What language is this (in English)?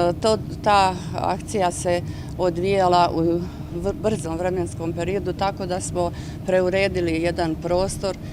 Bosnian